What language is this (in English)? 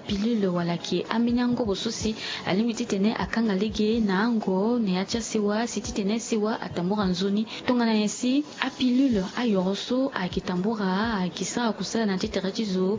Sango